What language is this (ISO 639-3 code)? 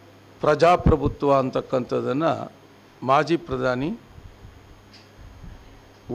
kan